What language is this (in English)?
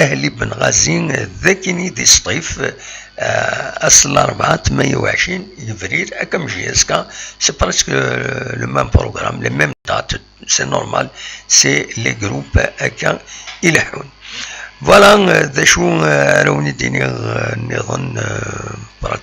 Kabyle